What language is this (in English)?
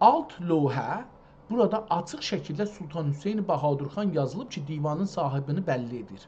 South Azerbaijani